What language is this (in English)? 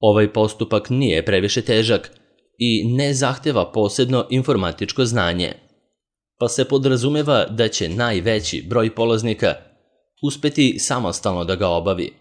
Serbian